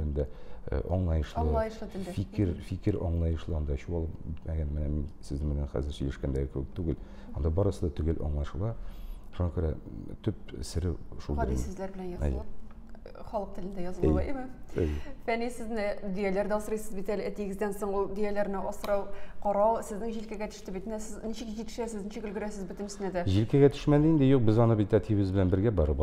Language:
Tatar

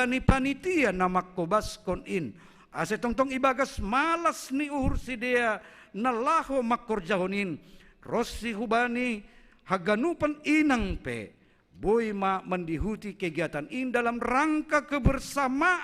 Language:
Batak Simalungun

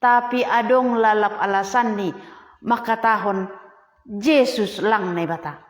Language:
Batak Simalungun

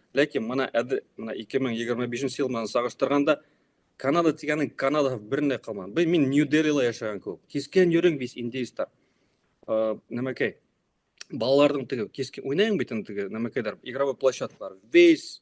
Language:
Bashkir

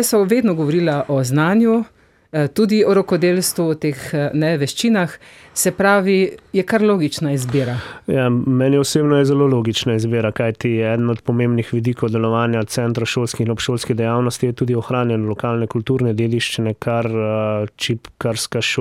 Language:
Slovenian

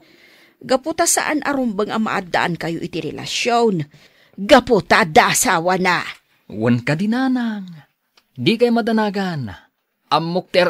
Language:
Iloko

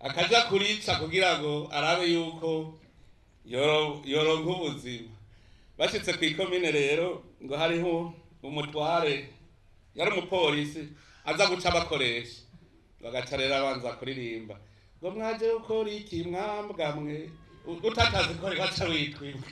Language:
Rundi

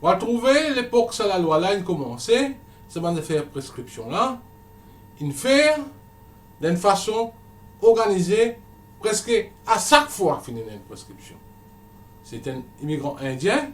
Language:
Morisyen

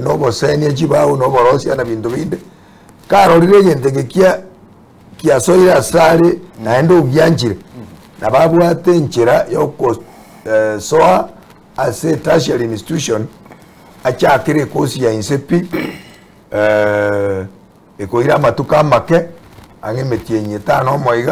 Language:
Gusii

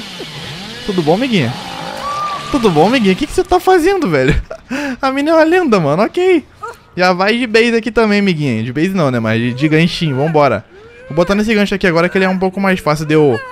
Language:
Portuguese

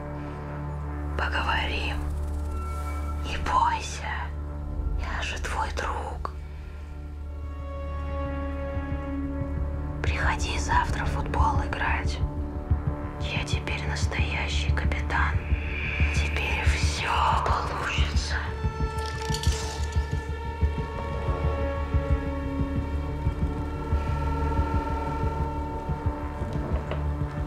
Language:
Russian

